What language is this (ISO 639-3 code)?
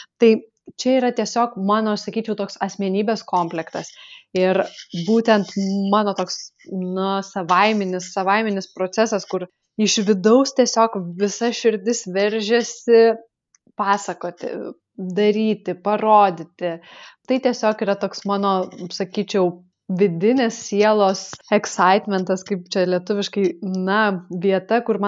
lit